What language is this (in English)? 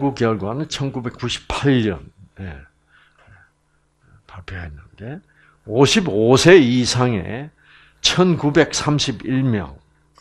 Korean